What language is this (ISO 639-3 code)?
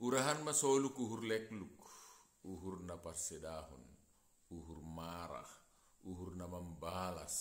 bts